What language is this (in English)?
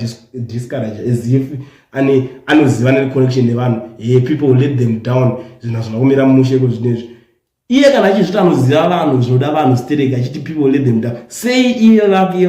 Shona